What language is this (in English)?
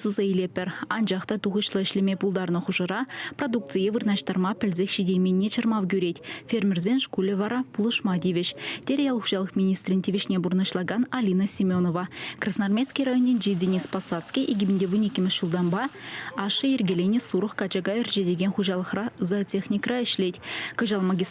Chuvash